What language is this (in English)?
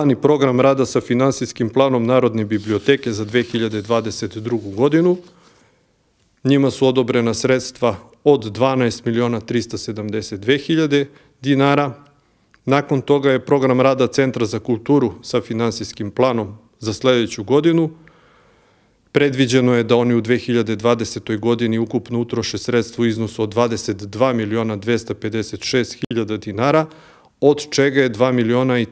Serbian